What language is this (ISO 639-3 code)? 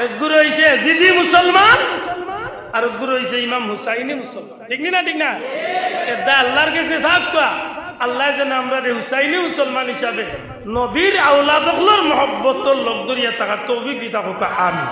syl